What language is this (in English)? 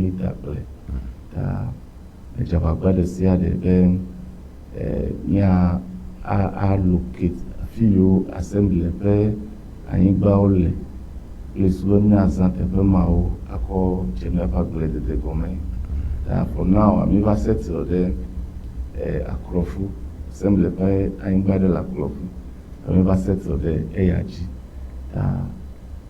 Ewe